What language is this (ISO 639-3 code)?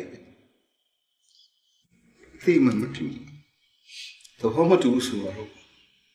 mya